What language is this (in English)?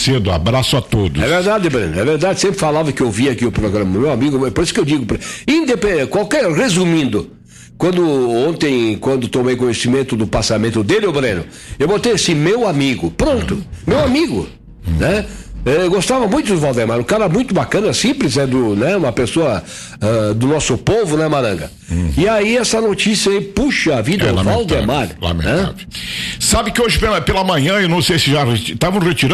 Portuguese